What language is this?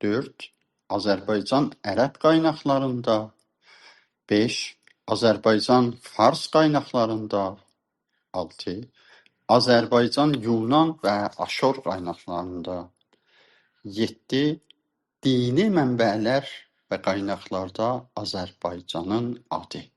South Azerbaijani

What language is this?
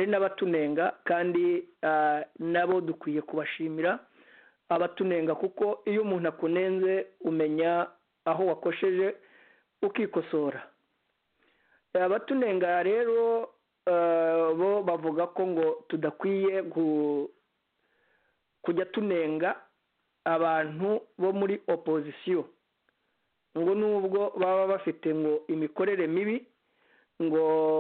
Kinyarwanda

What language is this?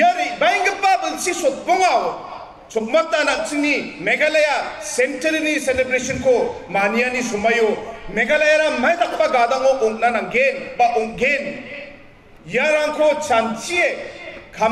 Garo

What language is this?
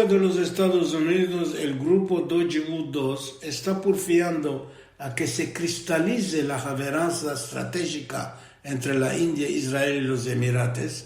Ladino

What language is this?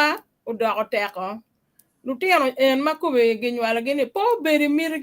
Acoli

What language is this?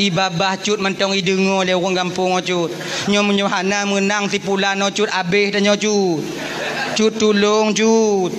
Achinese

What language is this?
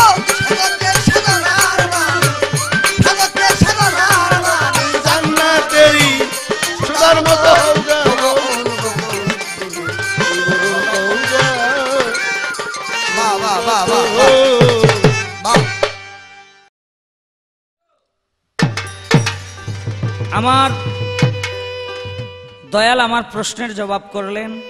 Bangla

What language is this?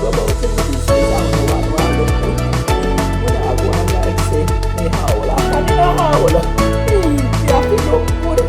Jamaican Creole English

